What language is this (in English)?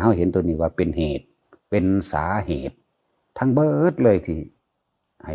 Northeastern Thai